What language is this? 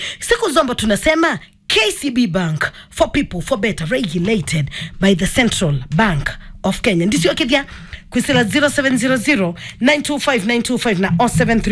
Kamba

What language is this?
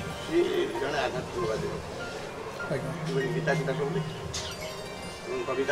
Odia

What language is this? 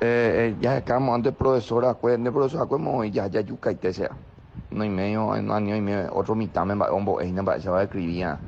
Guarani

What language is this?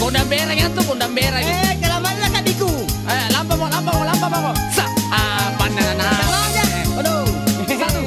Makasar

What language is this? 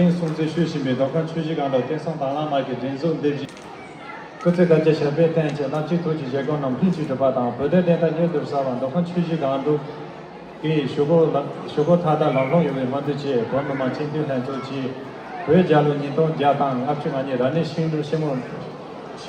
Tibetan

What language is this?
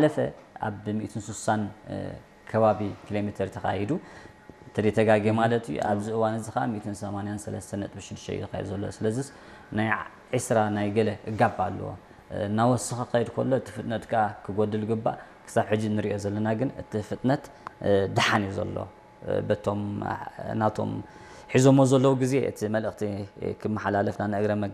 Tigrinya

